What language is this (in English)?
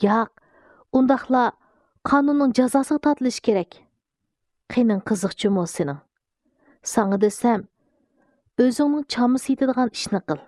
Uyghur